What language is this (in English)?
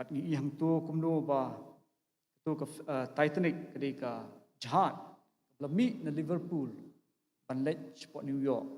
Khasi